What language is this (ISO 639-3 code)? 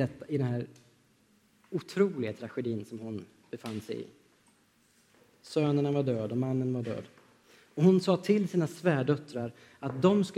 swe